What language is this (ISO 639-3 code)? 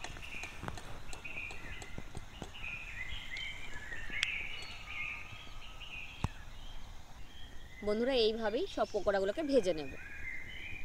ben